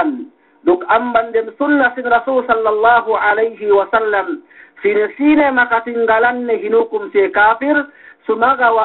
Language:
Yakan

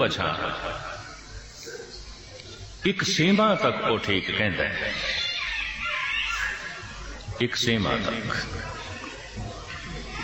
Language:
Punjabi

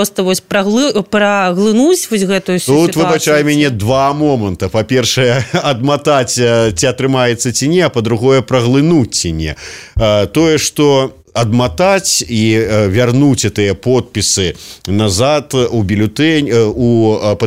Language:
Belarusian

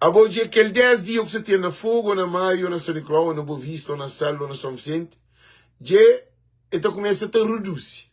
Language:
Kabuverdianu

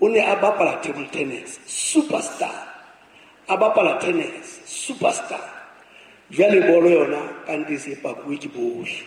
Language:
Southern Sotho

